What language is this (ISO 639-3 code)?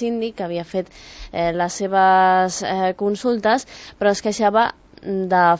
cat